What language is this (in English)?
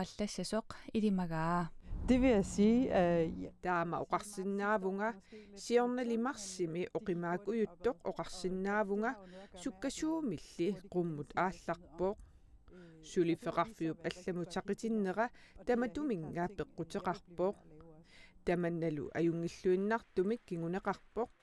Kalaallisut